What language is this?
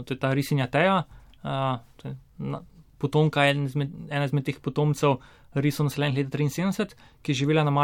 Slovenian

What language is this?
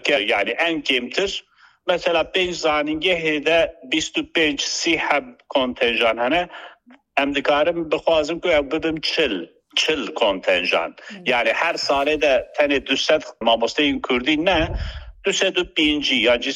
Kurdish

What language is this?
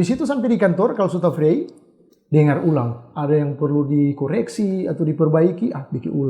Manado Malay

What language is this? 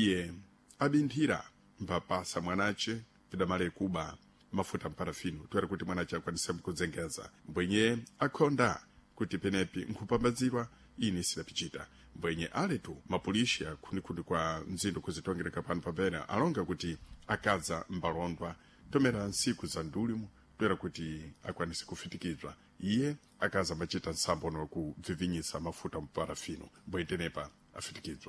Sena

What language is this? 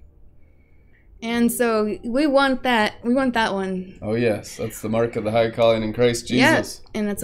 English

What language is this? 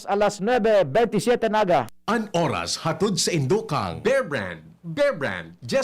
Bikol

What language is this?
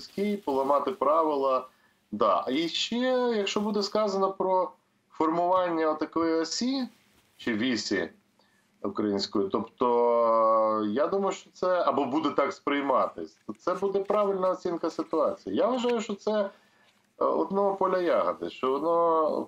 Ukrainian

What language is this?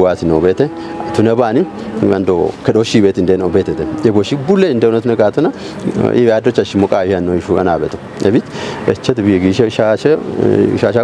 Kafa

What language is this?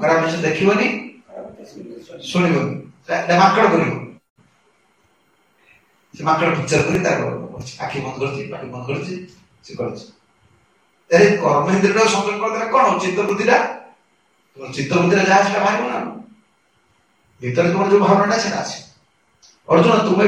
Odia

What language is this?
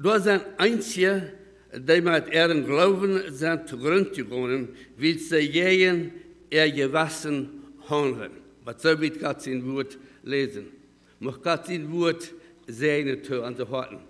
Plautdietsch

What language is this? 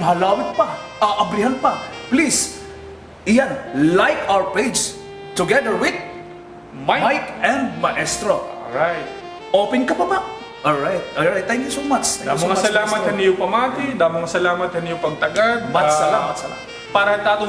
Waray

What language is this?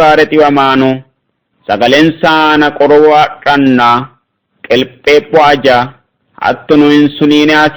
Sidamo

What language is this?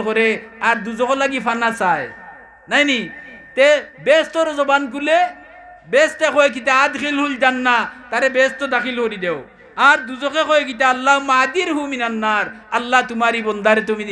Sylheti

